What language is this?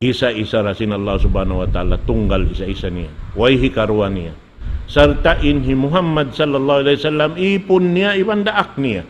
Tausug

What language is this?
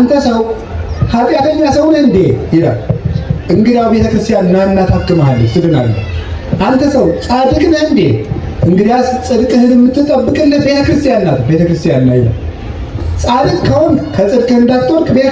Amharic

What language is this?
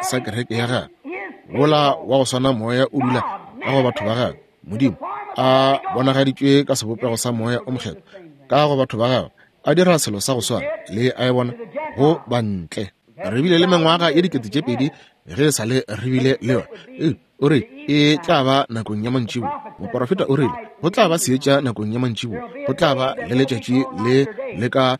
Northern Sotho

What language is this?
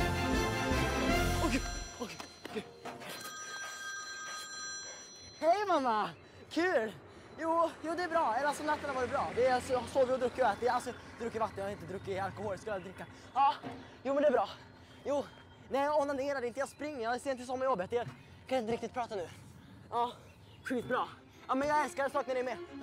Swedish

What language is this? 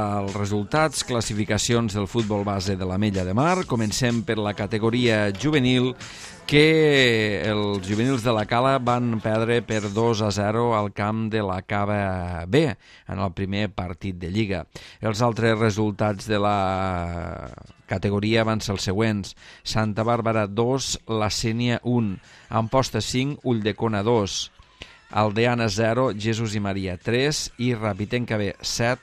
Catalan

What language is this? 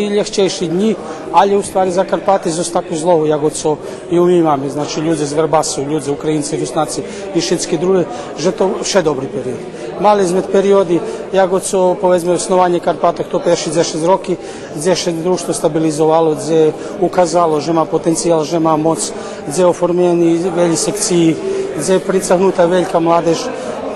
Rusyn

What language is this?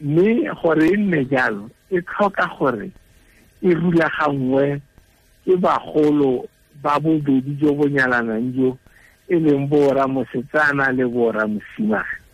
Tswana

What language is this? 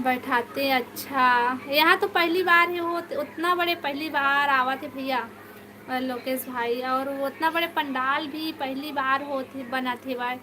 Chhattisgarhi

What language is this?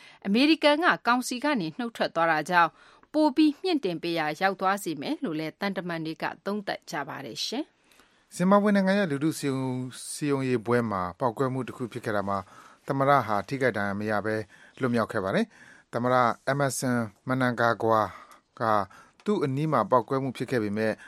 Burmese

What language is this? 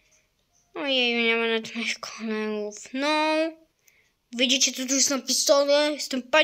Polish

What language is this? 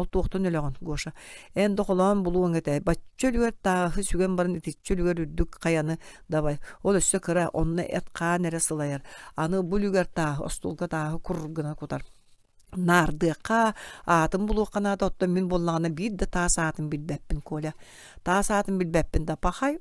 Yakut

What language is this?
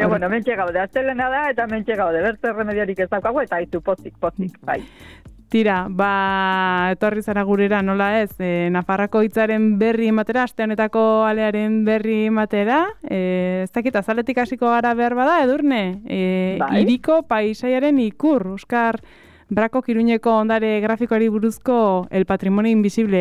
Basque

